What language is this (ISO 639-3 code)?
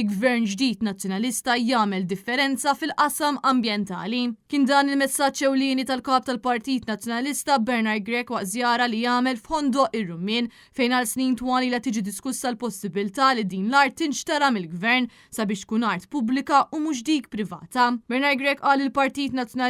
mlt